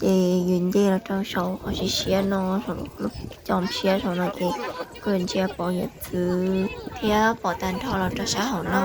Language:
Hmong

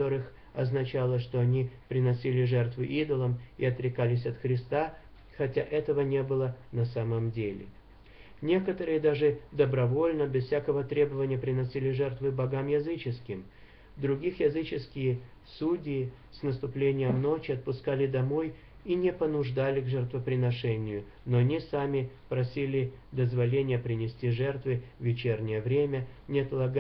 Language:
Russian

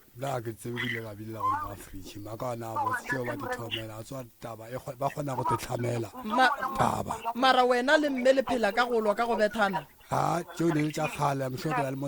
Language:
Northern Sotho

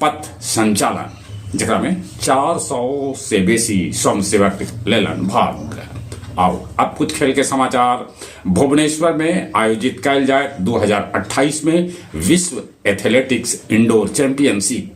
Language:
Magahi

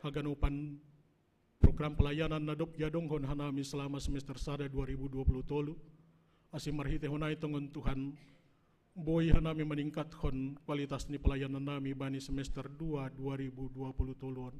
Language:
Batak Simalungun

